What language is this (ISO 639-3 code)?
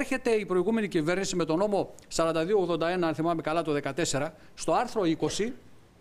ell